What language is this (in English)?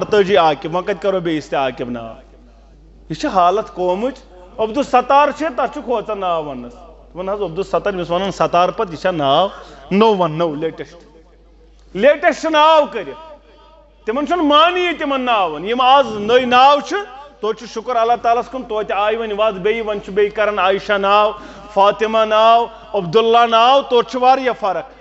Kashmiri